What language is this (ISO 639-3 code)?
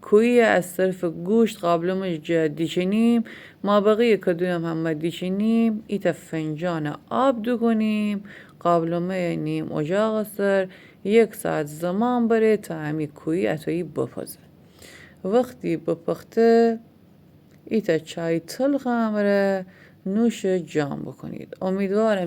glk